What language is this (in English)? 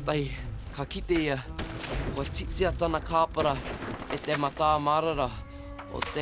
Māori